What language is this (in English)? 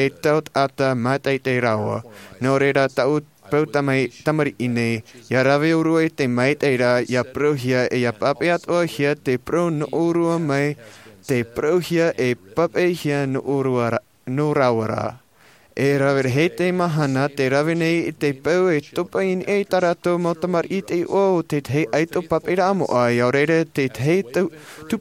Tahitian